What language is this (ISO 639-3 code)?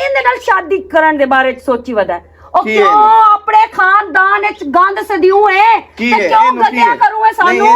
lah